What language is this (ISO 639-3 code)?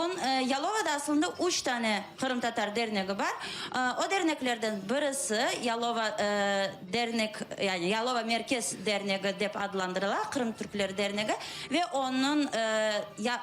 crh